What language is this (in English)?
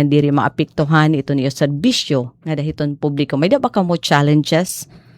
Waray